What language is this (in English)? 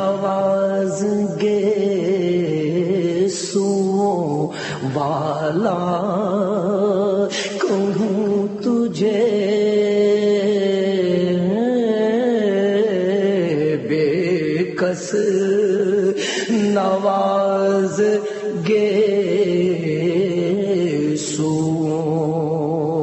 Urdu